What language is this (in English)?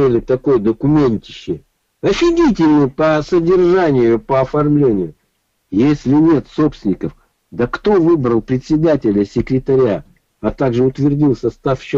Russian